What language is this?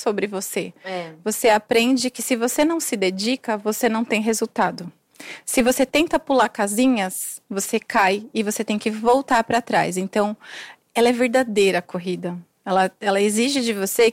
Portuguese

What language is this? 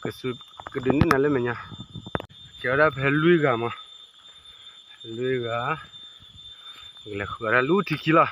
S'gaw Karen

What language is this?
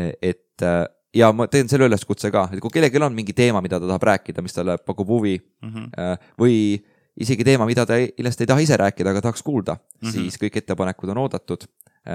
Estonian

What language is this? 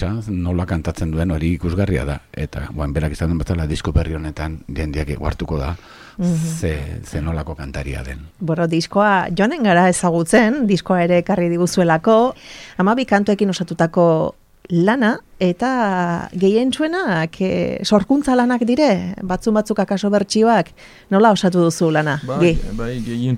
Basque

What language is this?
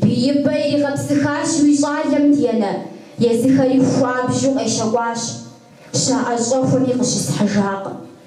Kabardian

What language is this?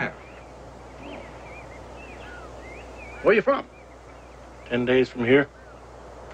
English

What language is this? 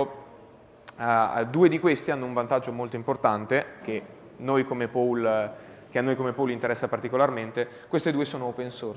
Italian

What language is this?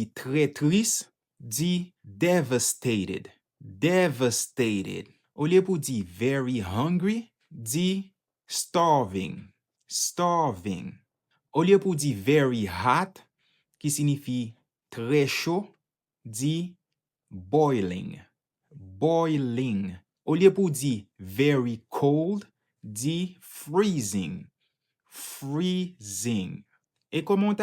Haitian Creole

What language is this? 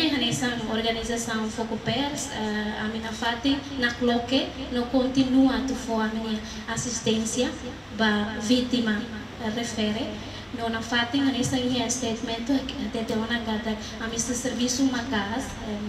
Tetum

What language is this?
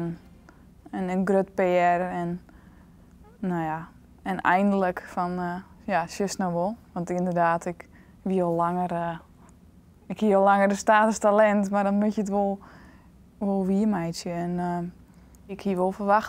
Western Frisian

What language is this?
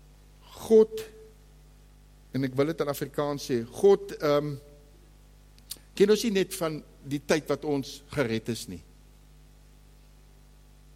Afrikaans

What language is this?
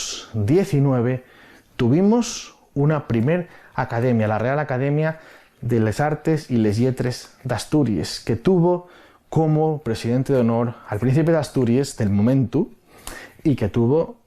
Asturian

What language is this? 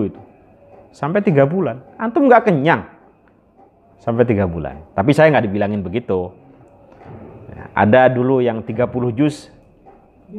Indonesian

